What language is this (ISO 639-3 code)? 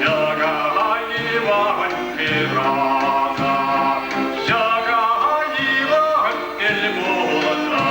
chv